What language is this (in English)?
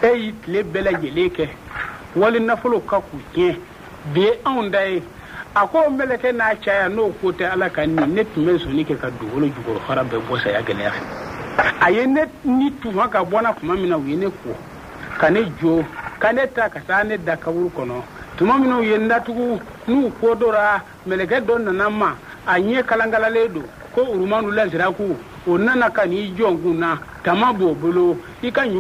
Bambara